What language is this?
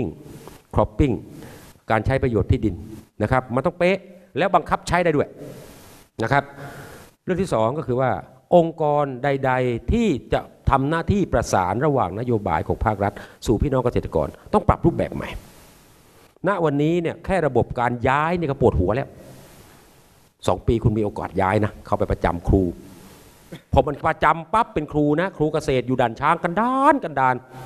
Thai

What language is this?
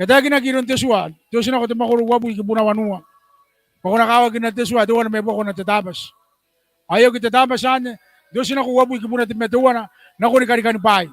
Gilbertese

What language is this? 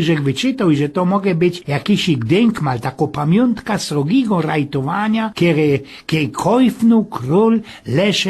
Silesian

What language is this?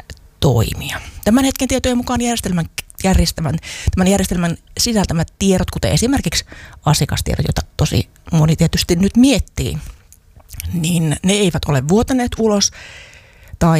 Finnish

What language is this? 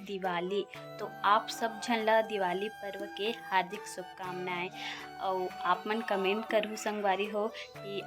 Chhattisgarhi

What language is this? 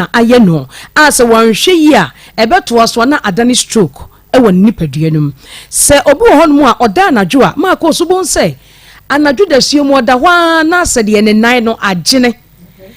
Akan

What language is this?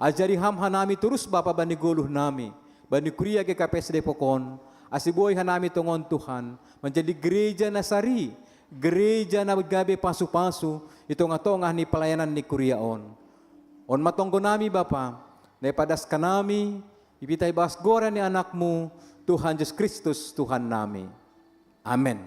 Batak Simalungun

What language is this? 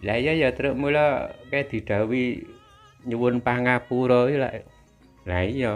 Javanese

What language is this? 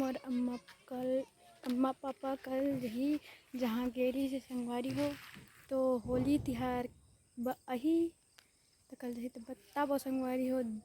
Chhattisgarhi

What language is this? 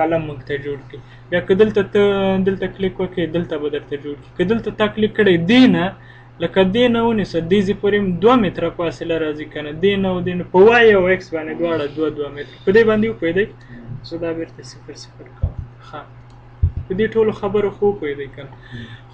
Pashto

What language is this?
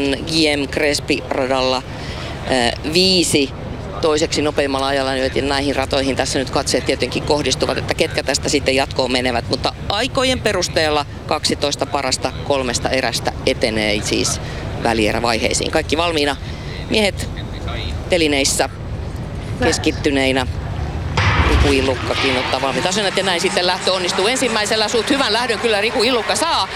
Finnish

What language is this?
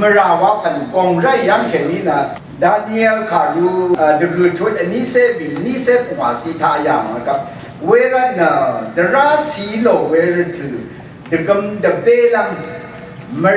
Rawang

